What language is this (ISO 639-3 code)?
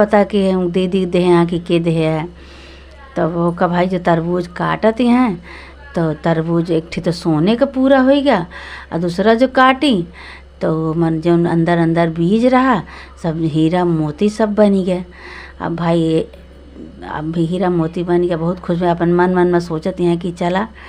awa